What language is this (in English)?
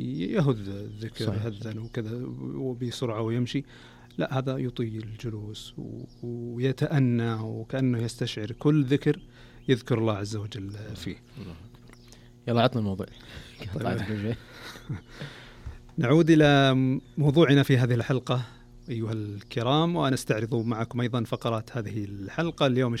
Najdi Arabic